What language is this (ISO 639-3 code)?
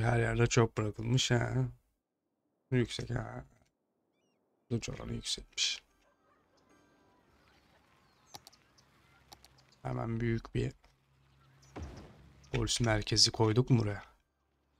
tur